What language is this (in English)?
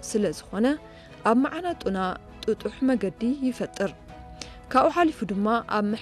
Tigrinya